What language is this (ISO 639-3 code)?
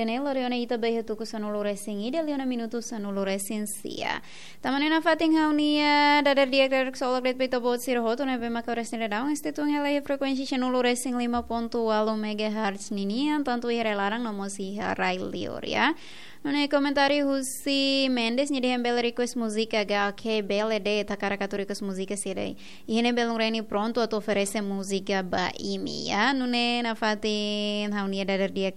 tet